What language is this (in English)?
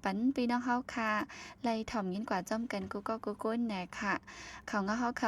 Shan